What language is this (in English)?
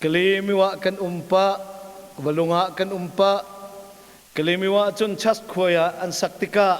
Hakha Chin